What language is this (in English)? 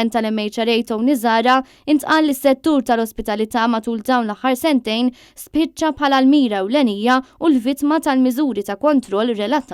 Maltese